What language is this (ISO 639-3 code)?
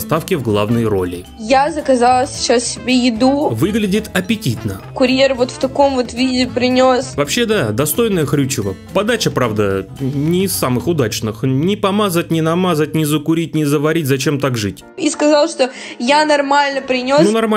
rus